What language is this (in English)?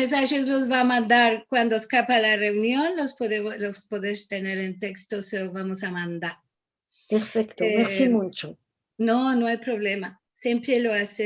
Ladino